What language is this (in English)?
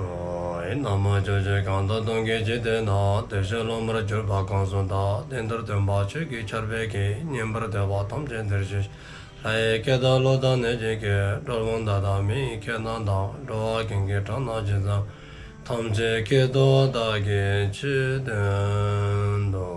Dzongkha